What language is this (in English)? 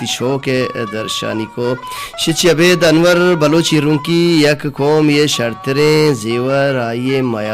Baluchi